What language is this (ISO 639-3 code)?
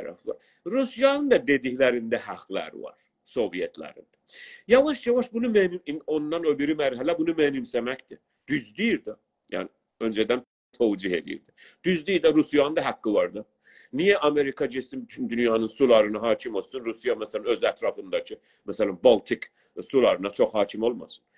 azb